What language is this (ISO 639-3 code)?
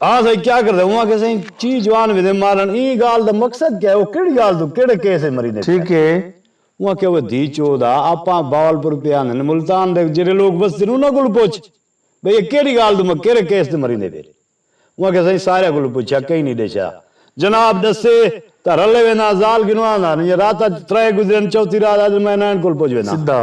skr